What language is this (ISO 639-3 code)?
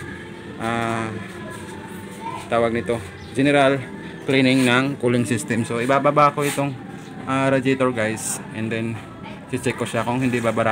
fil